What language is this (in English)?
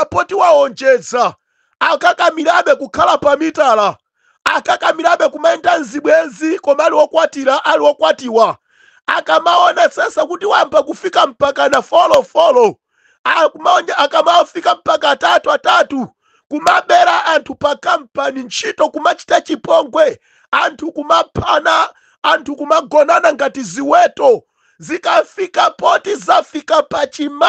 Nyanja